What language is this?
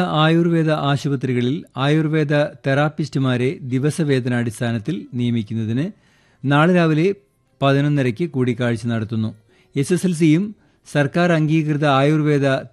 Malayalam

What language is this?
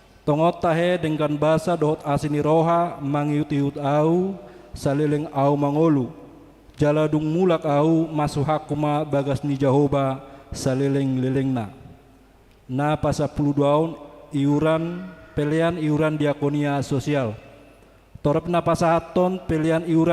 Batak Toba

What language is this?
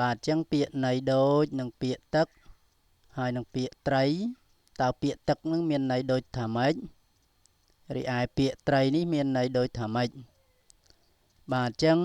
Khmer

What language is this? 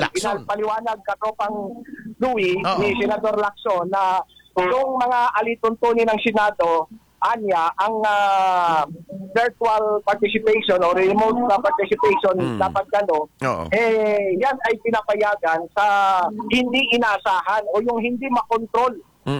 Filipino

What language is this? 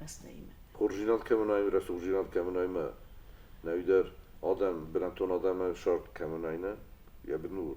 Ossetic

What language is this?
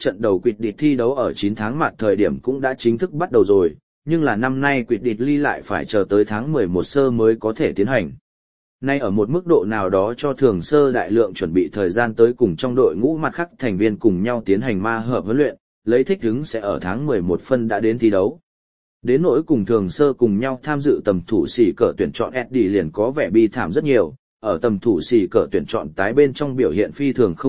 Vietnamese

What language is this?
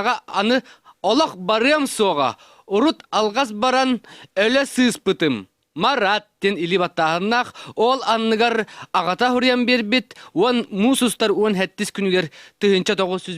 Yakut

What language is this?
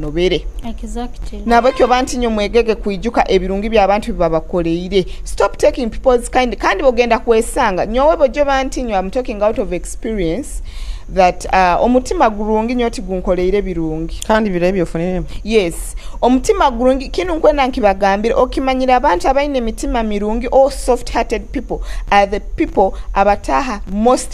Nyoro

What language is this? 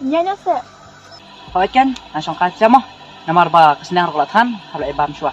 Khasi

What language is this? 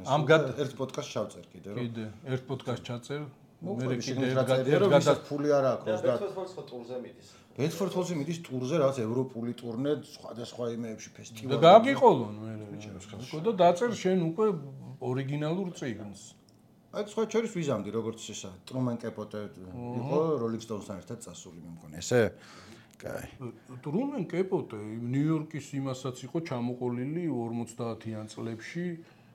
Georgian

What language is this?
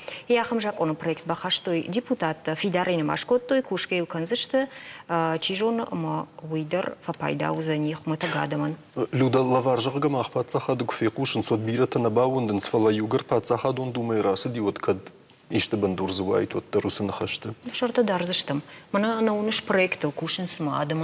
Ossetic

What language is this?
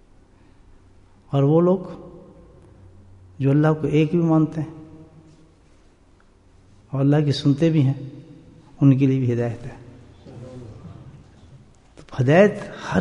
Urdu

